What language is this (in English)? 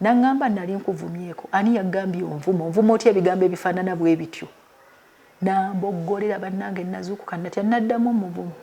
Ganda